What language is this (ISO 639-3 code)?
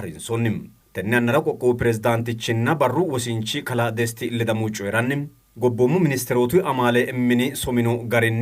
sid